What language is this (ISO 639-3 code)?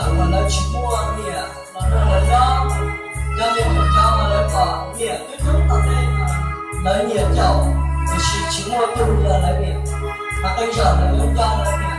hmn